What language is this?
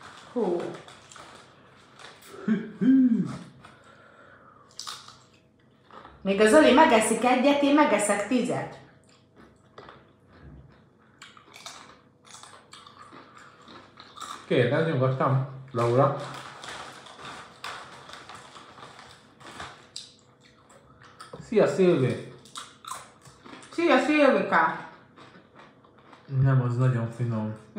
Hungarian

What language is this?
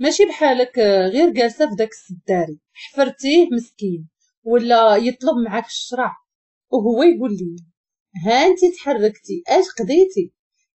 Moroccan Arabic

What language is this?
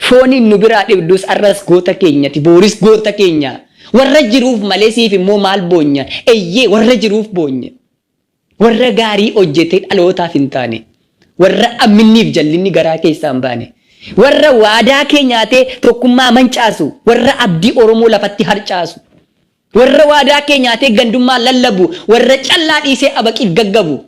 Oromo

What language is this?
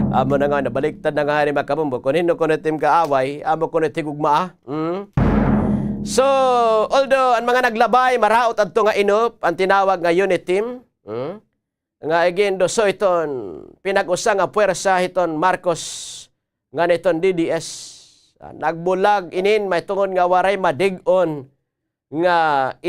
Waray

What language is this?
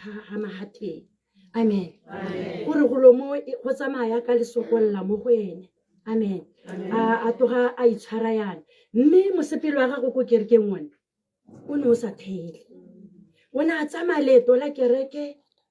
Tswana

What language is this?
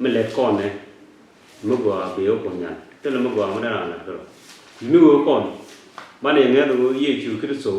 Nuer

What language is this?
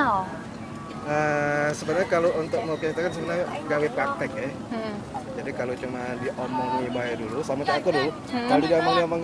Musi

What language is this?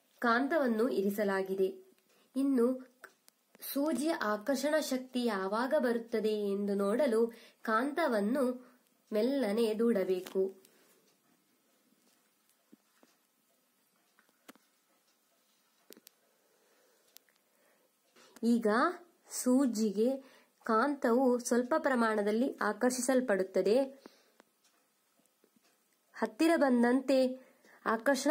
Kannada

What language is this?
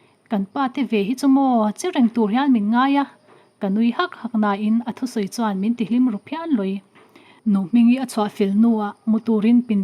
Mizo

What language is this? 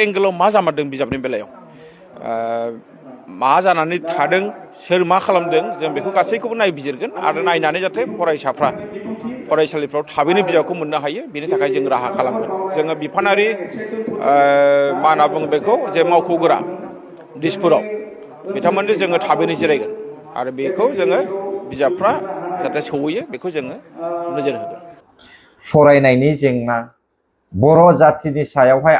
Bodo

